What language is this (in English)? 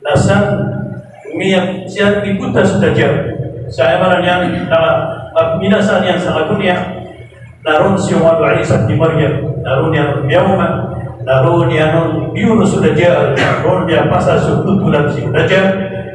Maranao